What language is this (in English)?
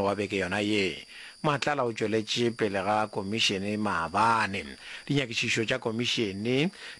Northern Sotho